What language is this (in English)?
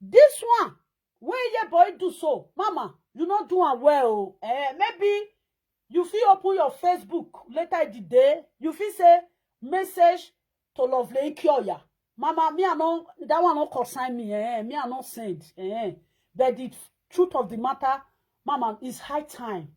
Nigerian Pidgin